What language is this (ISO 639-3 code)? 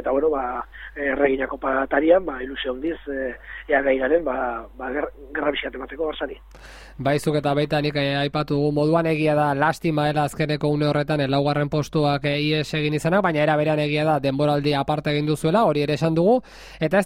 eus